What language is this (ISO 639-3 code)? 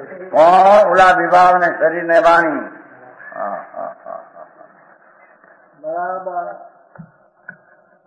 guj